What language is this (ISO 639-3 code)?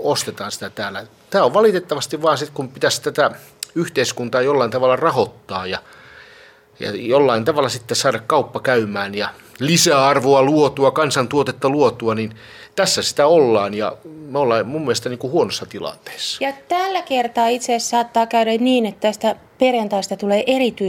fin